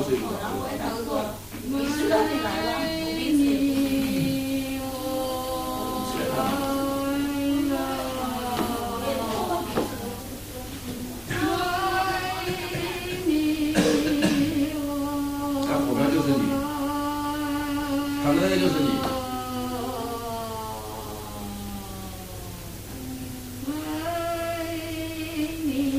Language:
Chinese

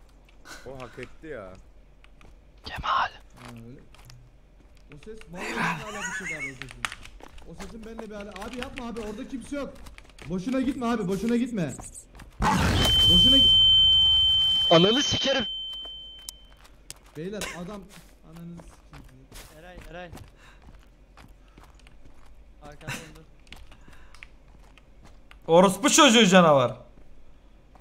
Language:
Turkish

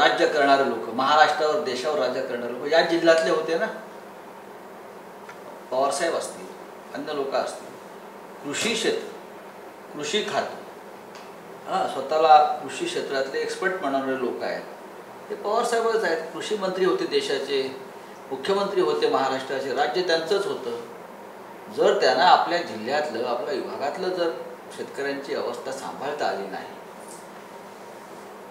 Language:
Marathi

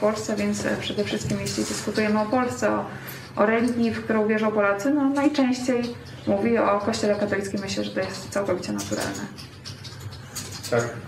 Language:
Polish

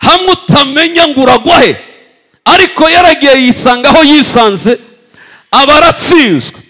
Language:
Kinyarwanda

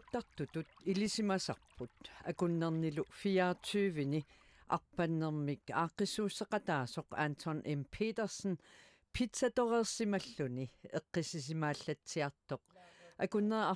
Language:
Kalaallisut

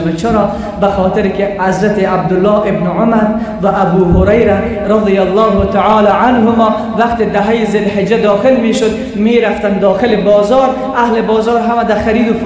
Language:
Tajik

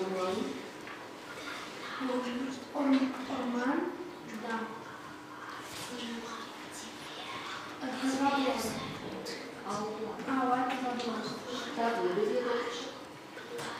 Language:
Kazakh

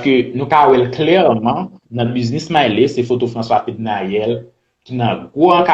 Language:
Haitian Creole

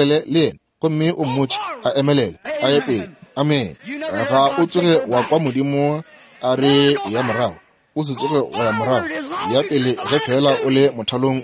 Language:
Northern Sotho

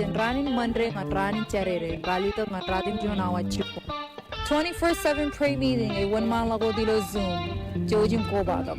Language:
Marshallese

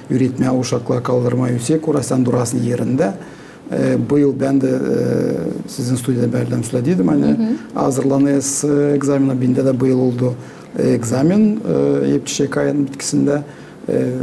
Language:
Gagauz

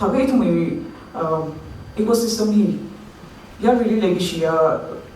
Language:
Tangkhul Naga (India)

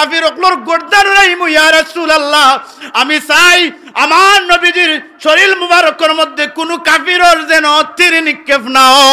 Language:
Sylheti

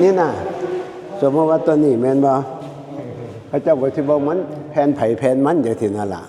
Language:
Northeastern Thai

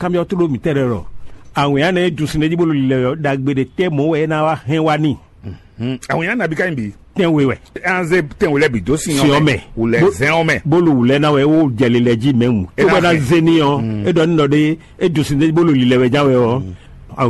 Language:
Fon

